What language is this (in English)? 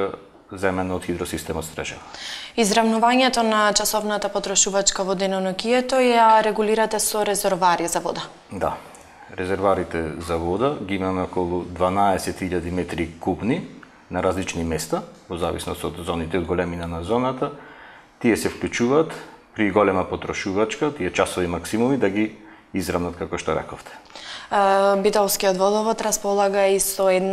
Macedonian